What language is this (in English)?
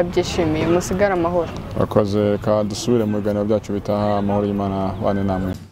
Kinyarwanda